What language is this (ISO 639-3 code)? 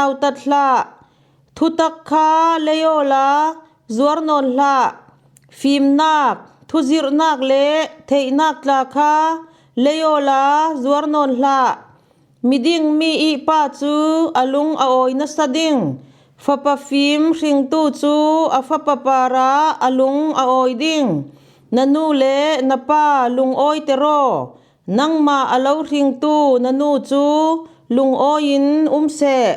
cfm